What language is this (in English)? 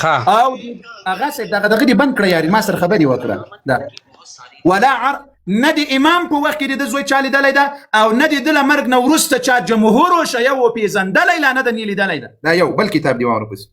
Pashto